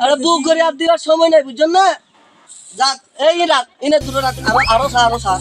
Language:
Rohingya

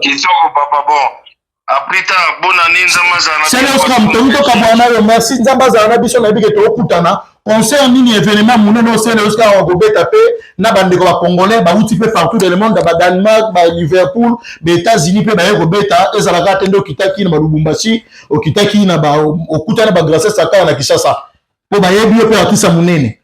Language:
Lingala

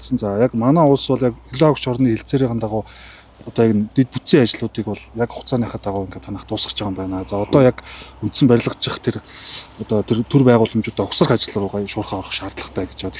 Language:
Mongolian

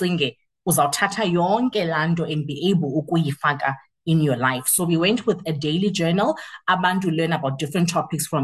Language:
Xhosa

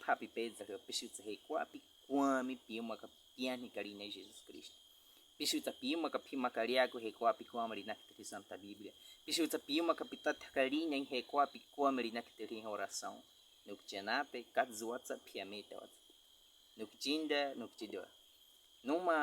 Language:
Baniwa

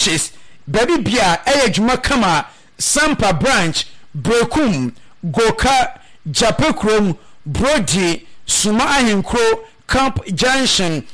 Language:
Akan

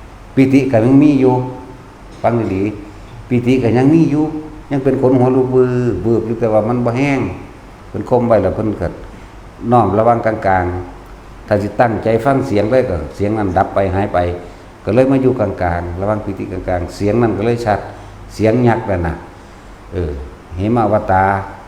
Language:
Northeastern Thai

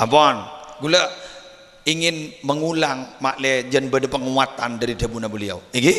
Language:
Madurese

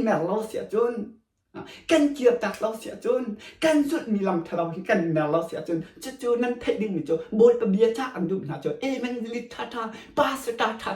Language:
Hakha Chin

